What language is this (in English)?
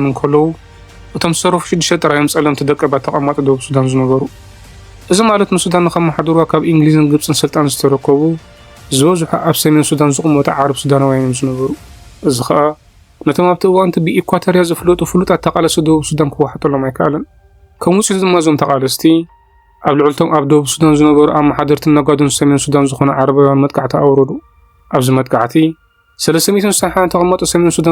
Tigrinya